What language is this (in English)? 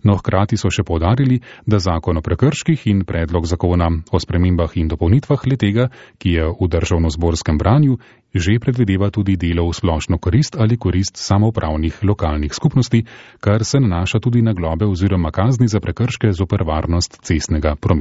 Slovenian